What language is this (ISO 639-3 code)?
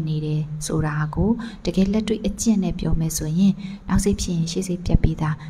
mya